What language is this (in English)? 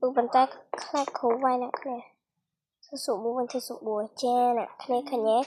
Khmer